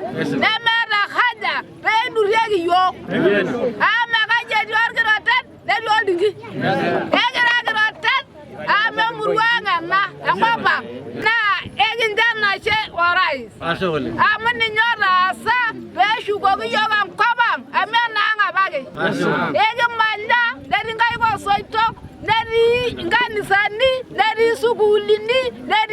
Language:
Masai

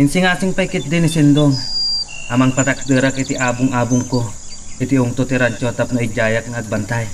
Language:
Iloko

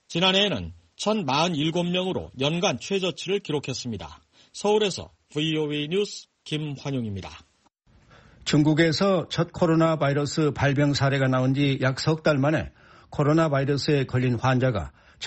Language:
Korean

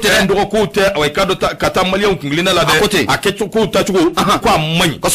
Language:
Bambara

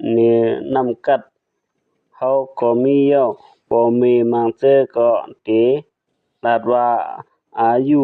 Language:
Shan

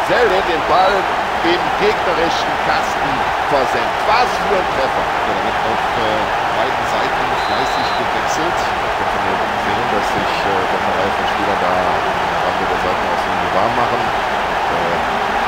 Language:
Bavarian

